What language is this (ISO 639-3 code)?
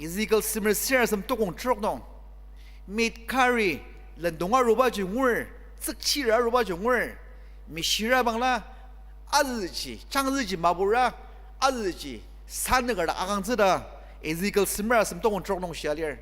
njo